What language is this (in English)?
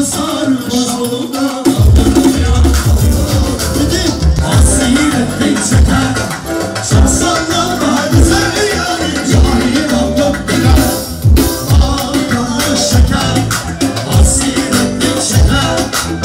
Turkish